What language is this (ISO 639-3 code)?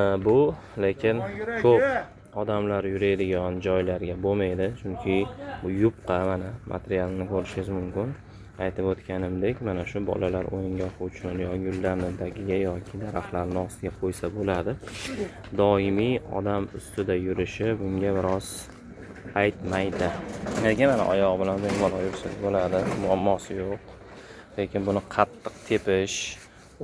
uzb